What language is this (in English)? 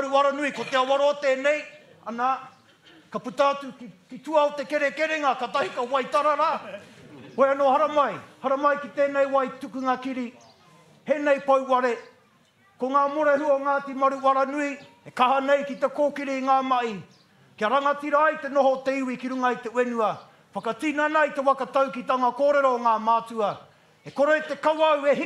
Māori